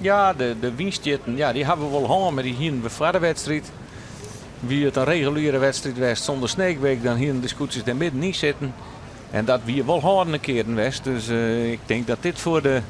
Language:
Western Frisian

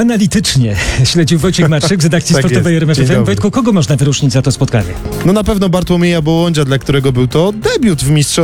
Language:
Polish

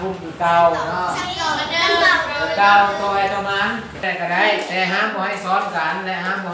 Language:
Lao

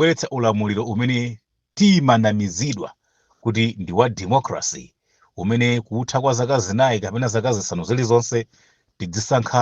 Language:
Nyanja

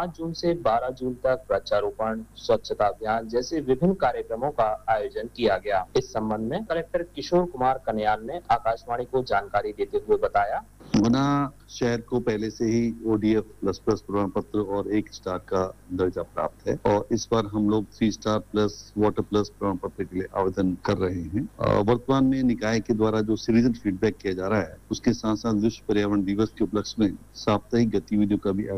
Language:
Hindi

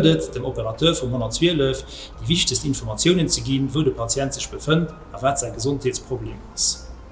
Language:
Luxembourgish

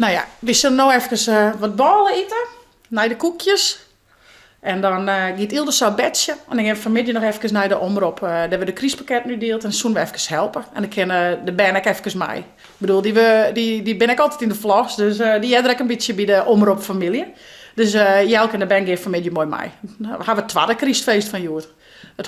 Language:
Western Frisian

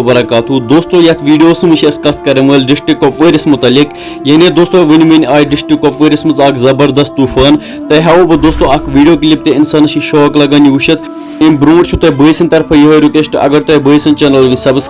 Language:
Kashmiri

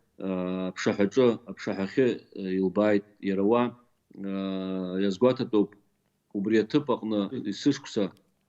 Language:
Abkhazian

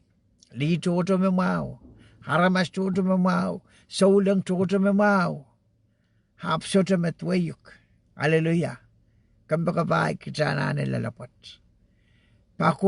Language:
Pohnpeian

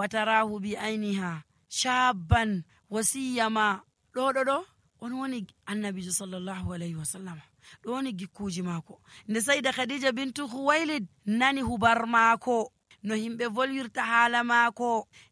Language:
Nigerian Fulfulde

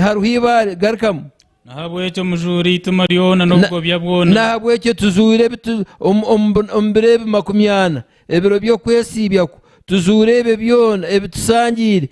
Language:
Nyankole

